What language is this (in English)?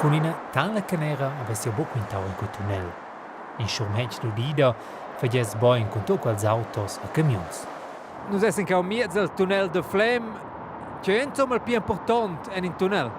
Romansh